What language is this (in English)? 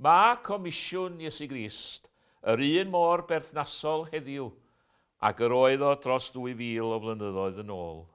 Welsh